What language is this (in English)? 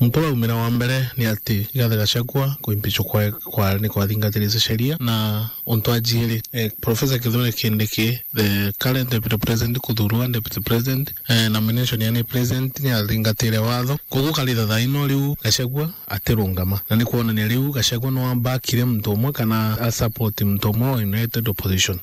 Meru